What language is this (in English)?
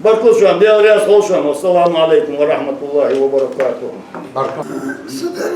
Ingush